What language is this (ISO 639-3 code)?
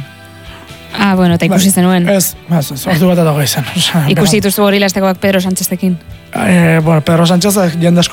eus